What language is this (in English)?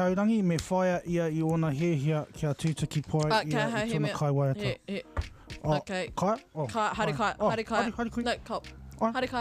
Māori